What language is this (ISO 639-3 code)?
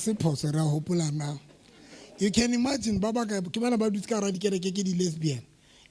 sot